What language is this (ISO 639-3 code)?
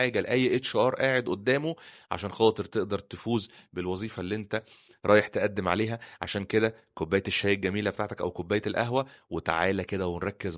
arz